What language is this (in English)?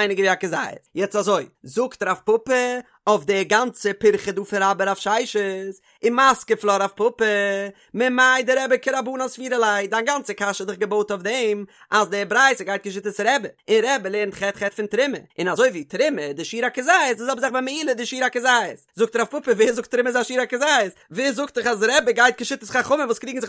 Yiddish